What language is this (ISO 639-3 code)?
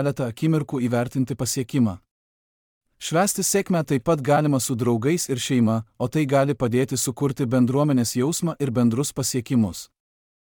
lit